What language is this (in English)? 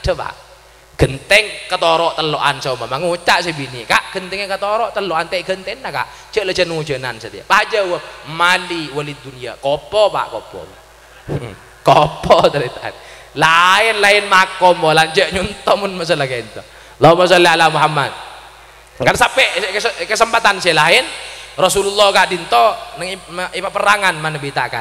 Madurese